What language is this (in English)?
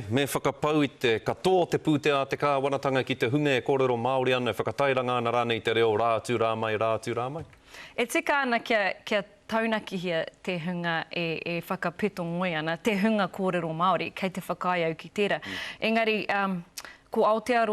Māori